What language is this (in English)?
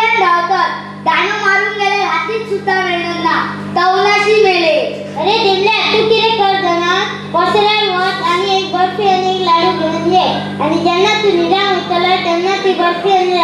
Konkani